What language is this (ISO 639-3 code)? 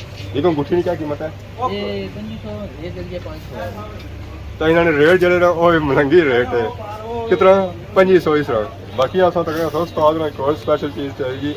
phr